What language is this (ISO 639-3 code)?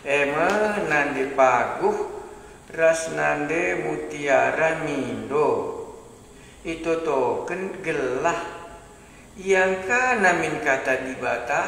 btx